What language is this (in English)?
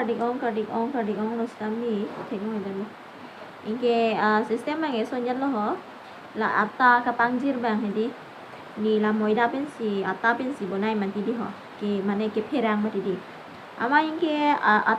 Karbi